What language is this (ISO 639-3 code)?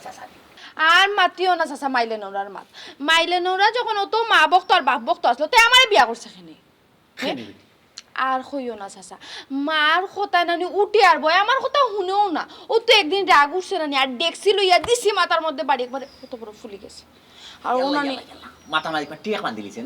syl